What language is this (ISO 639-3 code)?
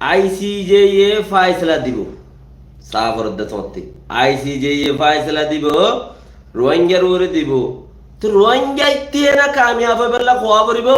rhg